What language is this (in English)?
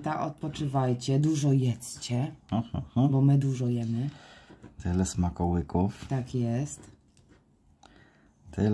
Polish